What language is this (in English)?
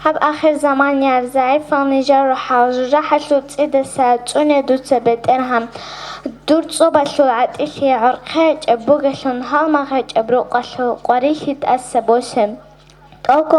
Avaric